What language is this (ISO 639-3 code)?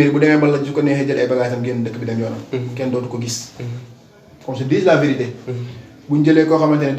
wol